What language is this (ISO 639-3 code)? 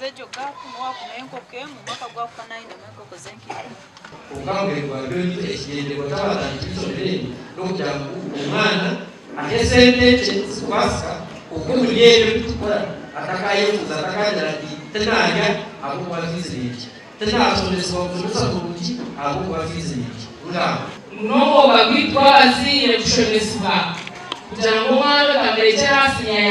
nyn